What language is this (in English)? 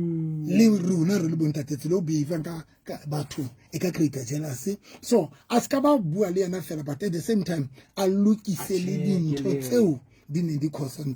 Southern Sotho